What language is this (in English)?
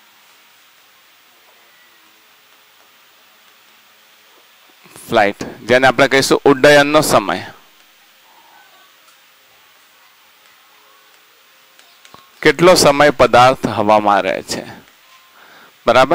Gujarati